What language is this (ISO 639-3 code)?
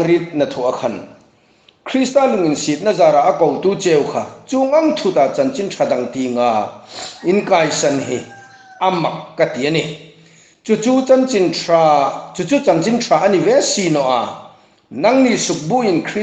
hmr